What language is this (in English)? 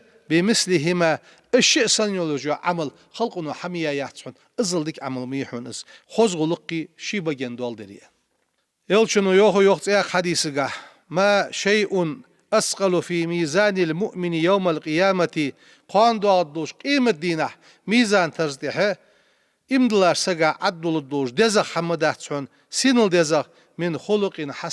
Ingush